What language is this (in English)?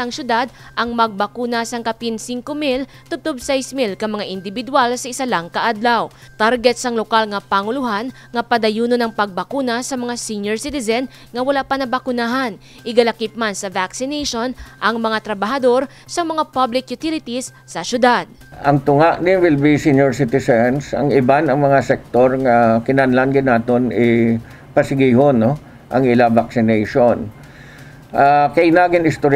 Hiligaynon